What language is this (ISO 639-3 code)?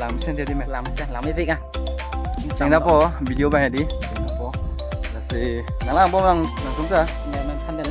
mjw